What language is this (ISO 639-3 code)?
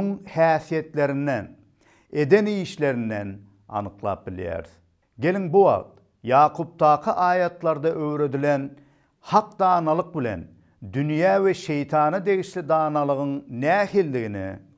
tuk